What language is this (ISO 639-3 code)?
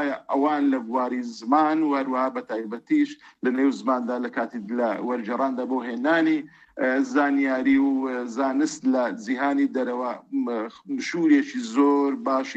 ckb